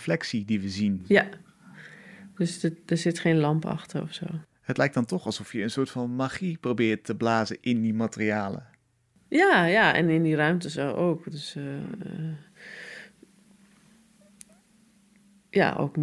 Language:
Dutch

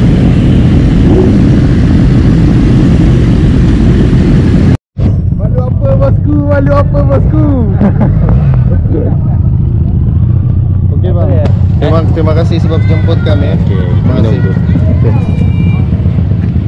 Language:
Malay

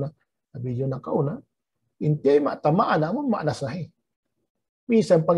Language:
Tausug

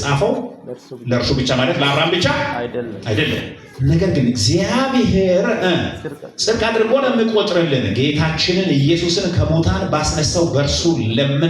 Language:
Amharic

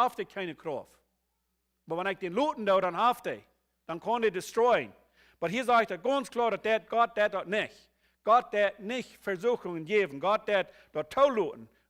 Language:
Plautdietsch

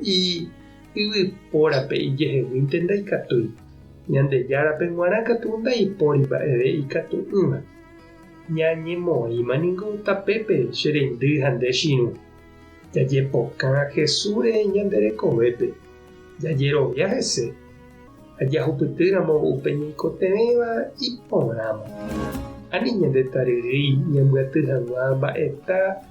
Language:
Guarani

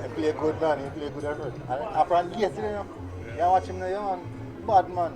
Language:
Jamaican Creole English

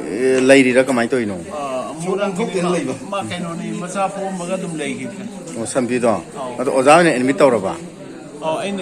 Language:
Manipuri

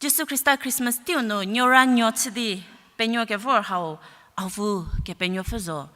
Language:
Angami Naga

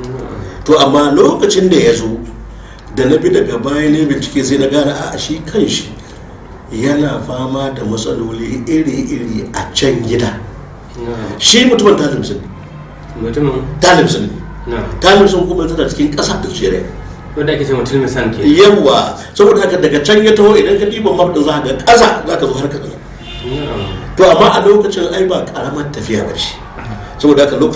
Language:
Hausa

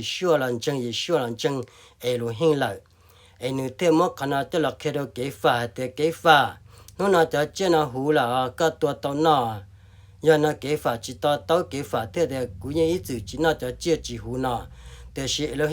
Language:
Hmong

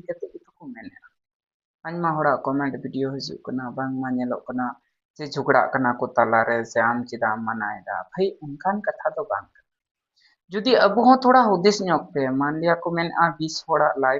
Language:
Santali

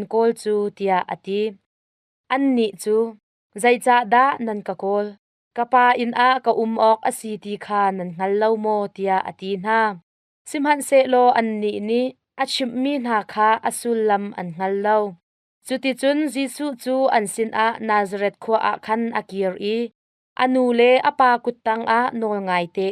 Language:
Hakha Chin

